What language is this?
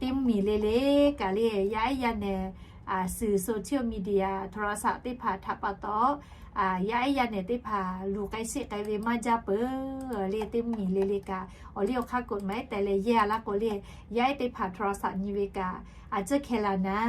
Lahu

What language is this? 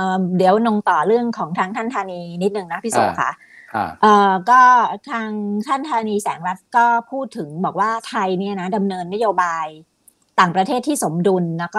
Thai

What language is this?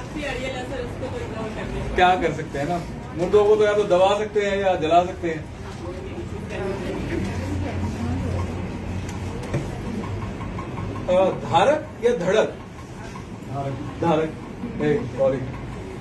Hindi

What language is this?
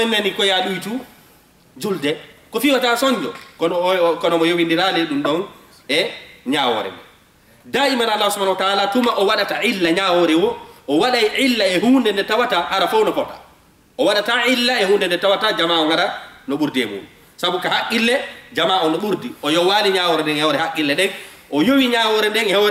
Fula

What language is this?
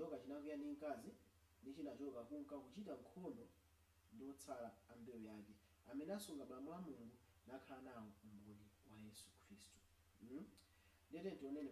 Nyanja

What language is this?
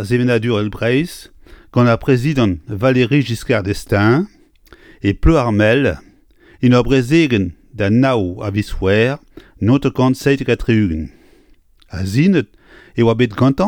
Breton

